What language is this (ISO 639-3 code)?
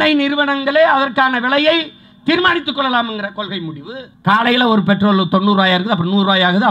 tam